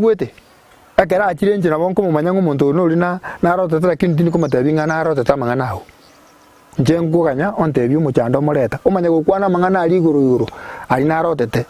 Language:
Gusii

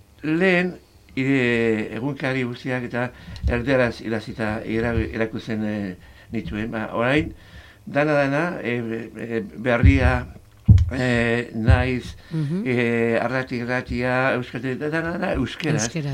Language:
Basque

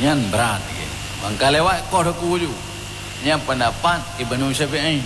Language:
Achinese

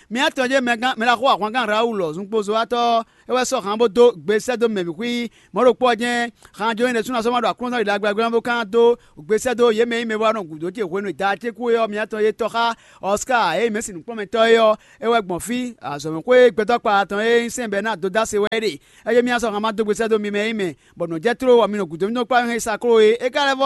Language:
Fon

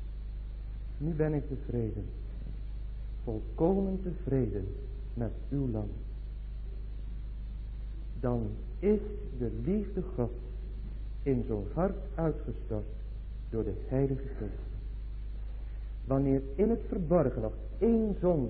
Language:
Dutch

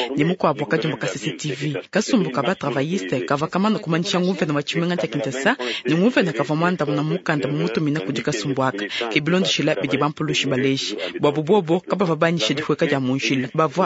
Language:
Luba-Lulua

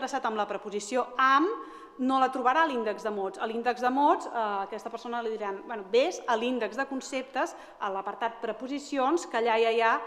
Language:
Catalan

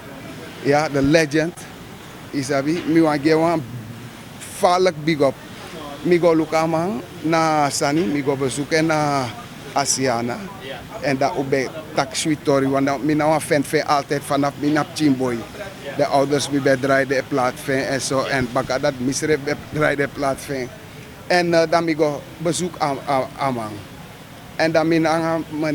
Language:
Sranan Tongo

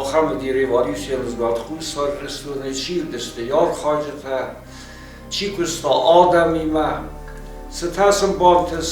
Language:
Ossetic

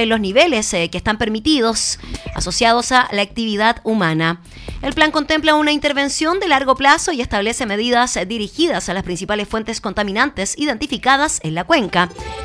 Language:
Spanish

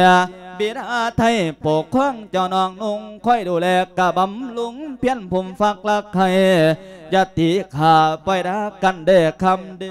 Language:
Lao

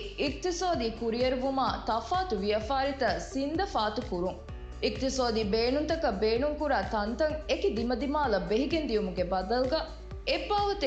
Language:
Divehi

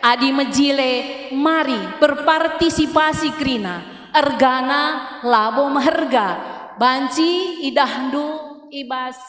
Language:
Batak Karo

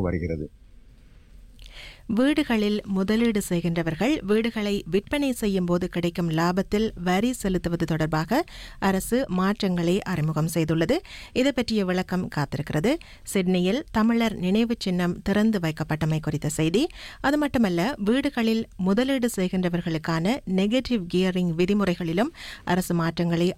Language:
Tamil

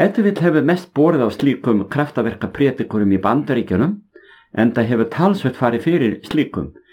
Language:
Icelandic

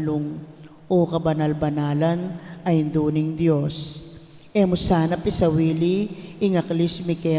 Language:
Pampanga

